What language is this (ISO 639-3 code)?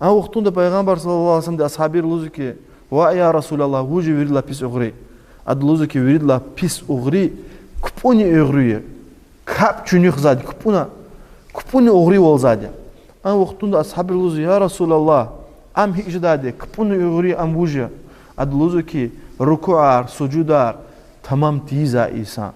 lez